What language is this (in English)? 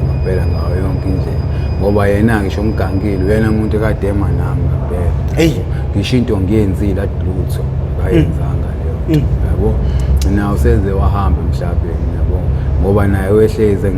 Zulu